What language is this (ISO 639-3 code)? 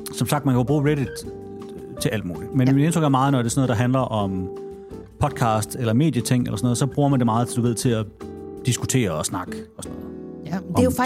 dan